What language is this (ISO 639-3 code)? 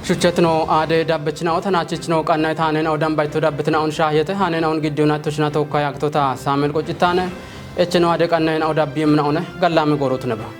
kbr